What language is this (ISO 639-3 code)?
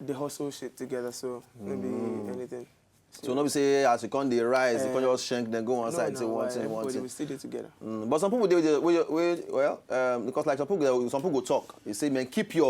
pcm